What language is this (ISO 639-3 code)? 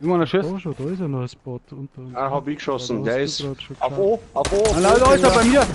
bar